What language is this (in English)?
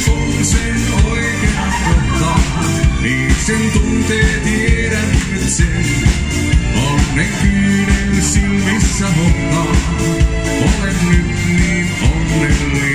Finnish